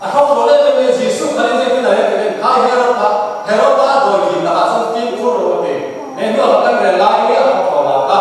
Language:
Falam Chin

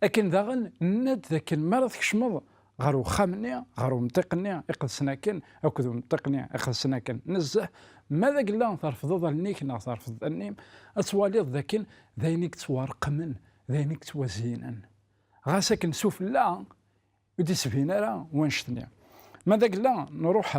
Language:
Kabyle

